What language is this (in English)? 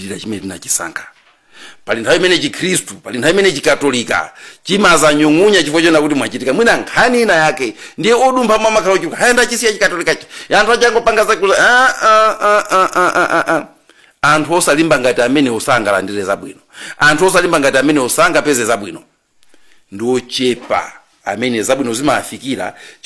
Nyanja